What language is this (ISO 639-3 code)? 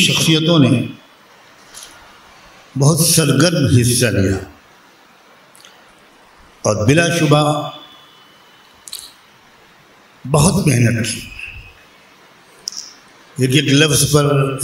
urd